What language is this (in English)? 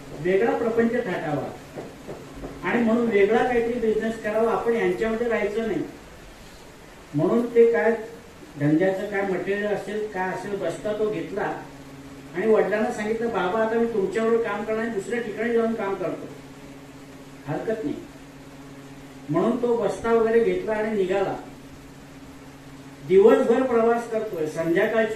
Marathi